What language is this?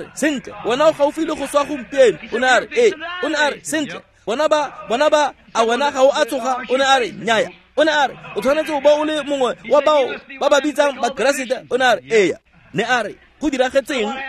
Tswana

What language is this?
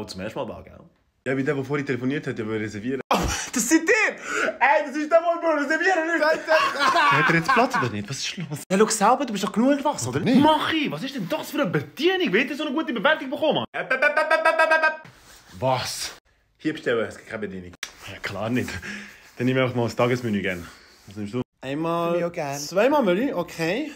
Swiss German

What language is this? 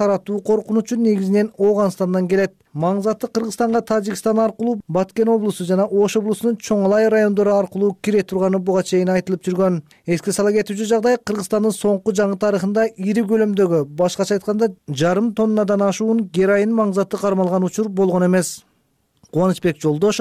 Kyrgyz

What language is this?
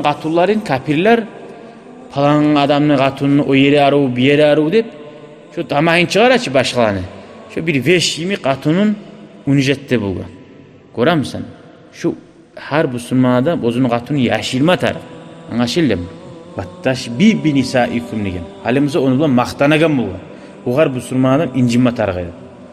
Kumyk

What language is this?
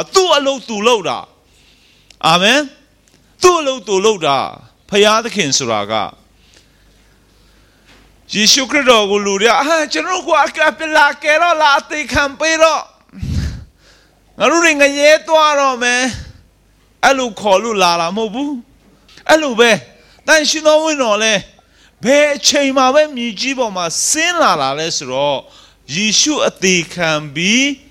Burmese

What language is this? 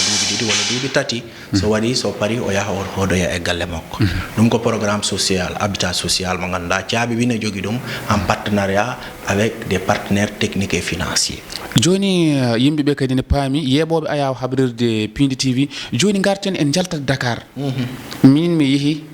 Fula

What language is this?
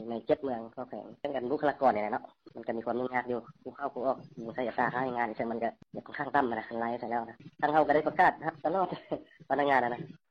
Lao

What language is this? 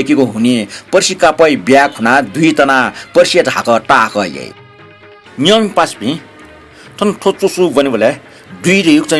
Newari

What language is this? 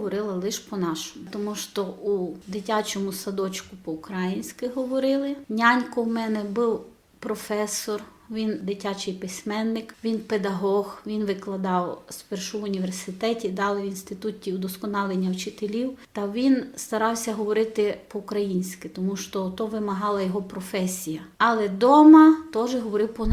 Rusyn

